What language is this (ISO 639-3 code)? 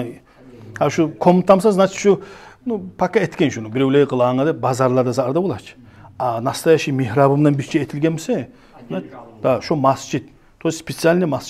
kum